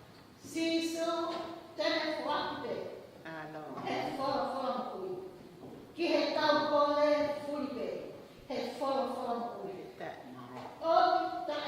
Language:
Tongan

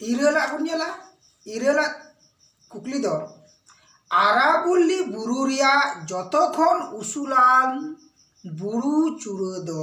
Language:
Santali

